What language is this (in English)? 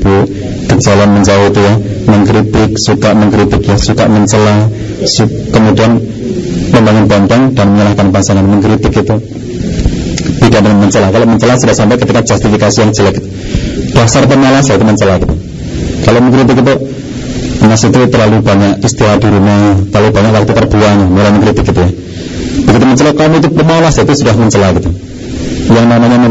Indonesian